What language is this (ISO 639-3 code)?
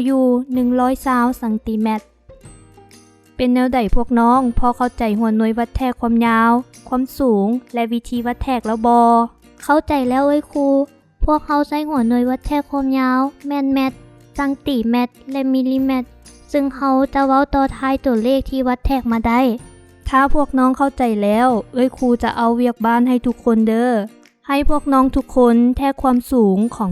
lao